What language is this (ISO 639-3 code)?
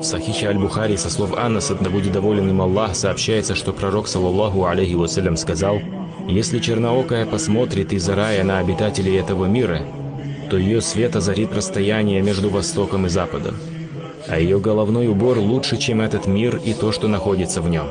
che